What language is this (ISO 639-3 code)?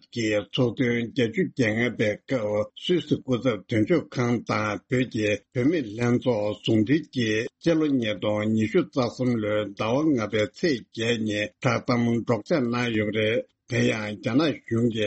bod